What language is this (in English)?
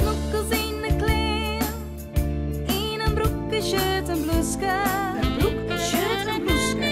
Western Frisian